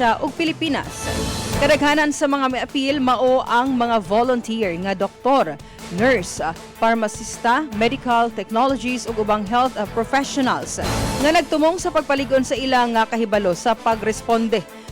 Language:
Cebuano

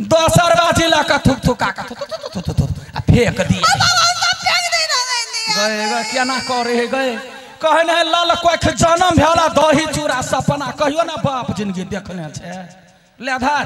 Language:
Maithili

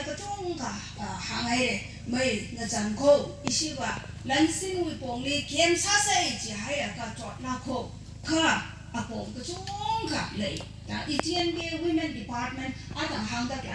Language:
Tangkhul Naga (India)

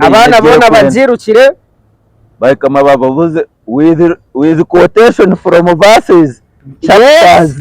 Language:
Nyankole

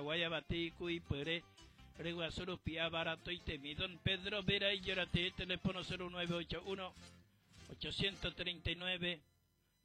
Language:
Guarani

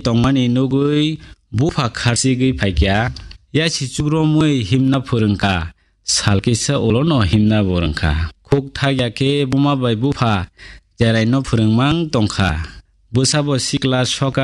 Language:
Kok Borok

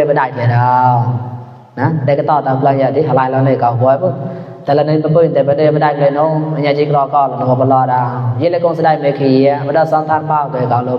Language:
Mon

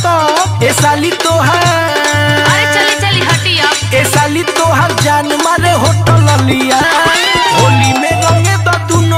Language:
Bhojpuri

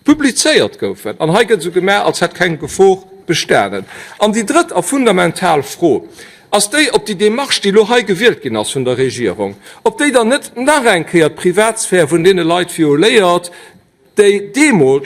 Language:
Luxembourgish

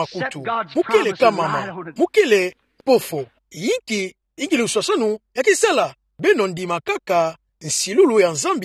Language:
Kituba (Democratic Republic of Congo)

